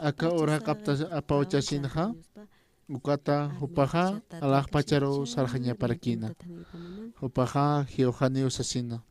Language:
Aymara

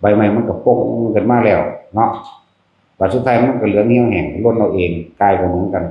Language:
Northeastern Thai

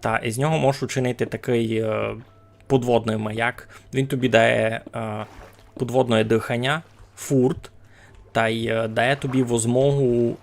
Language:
Rusyn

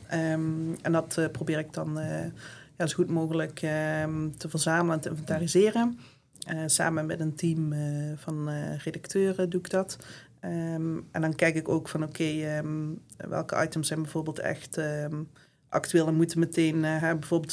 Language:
Dutch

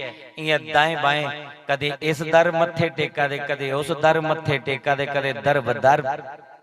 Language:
Dogri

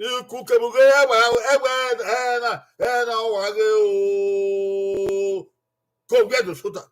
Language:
Bini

